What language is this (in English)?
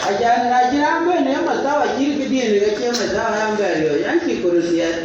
Dinka